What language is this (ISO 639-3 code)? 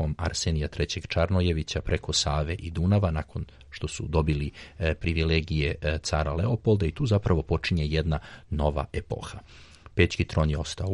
srp